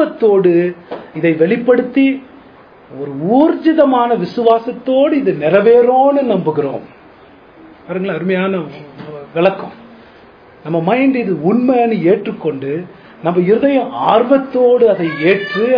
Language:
Tamil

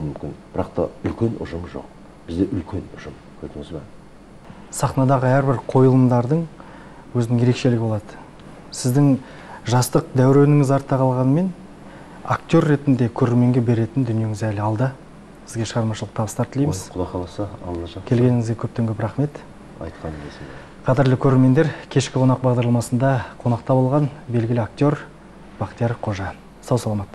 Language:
Kazakh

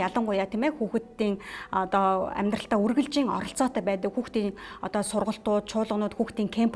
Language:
Mongolian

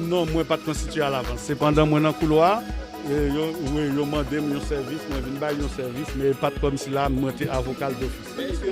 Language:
Haitian Creole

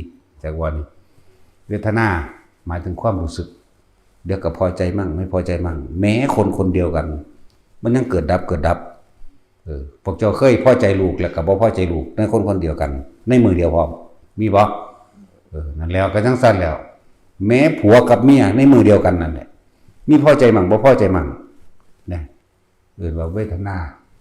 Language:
Northeastern Thai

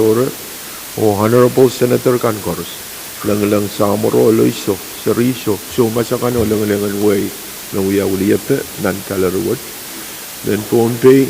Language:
Pohnpeian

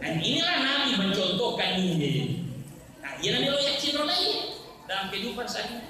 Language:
Buginese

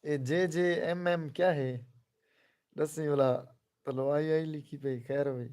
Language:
Saraiki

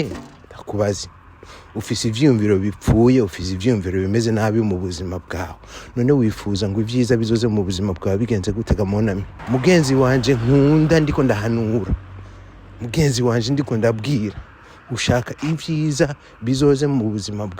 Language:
Rundi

